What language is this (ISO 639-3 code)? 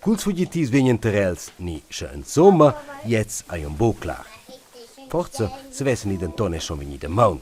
roh